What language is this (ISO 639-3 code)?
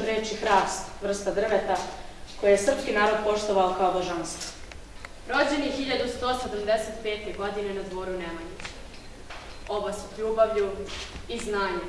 srp